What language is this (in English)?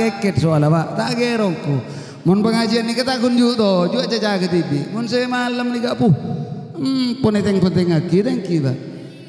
Madurese